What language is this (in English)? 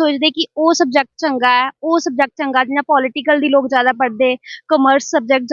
Dogri